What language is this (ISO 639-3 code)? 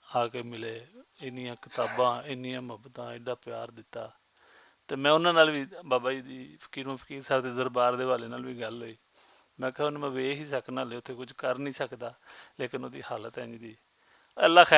lah